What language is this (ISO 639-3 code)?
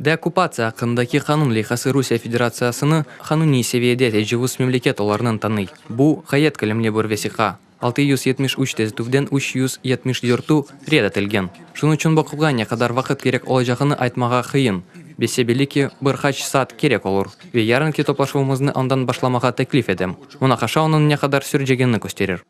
crh